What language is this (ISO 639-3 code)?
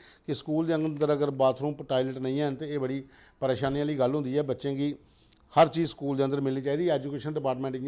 doi